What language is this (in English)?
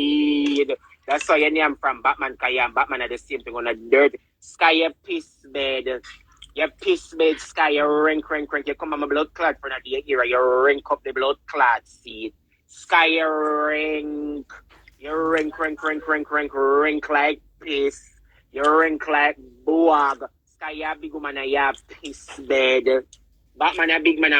Jamaican Creole English